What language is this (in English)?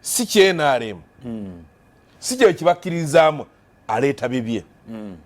Ganda